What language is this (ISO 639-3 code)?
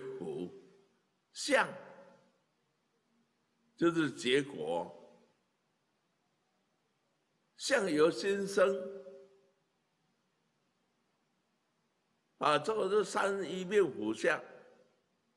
zho